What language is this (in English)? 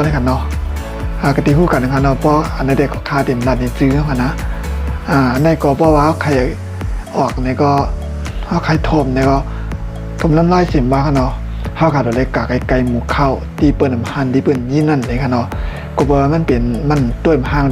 Shan